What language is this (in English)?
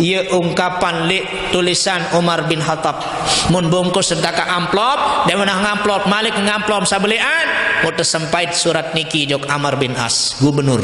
Sasak